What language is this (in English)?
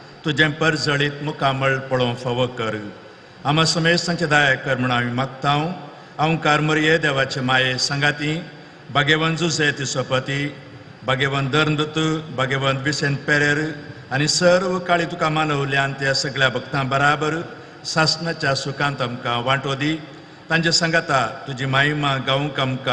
Konkani